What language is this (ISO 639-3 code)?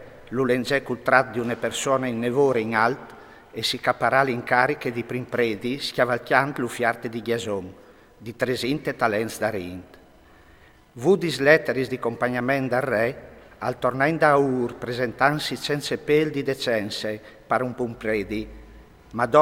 fur